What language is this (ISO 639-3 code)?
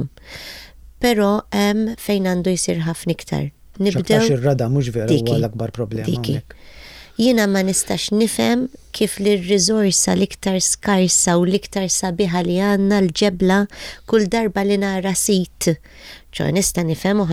mlt